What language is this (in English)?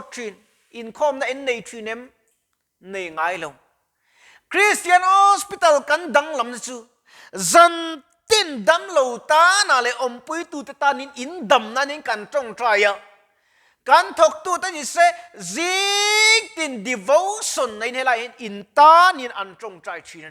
Mizo